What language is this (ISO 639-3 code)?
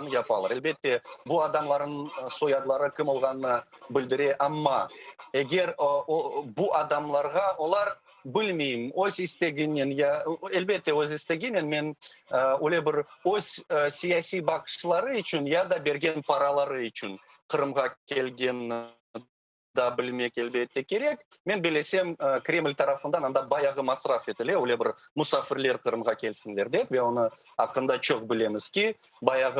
crh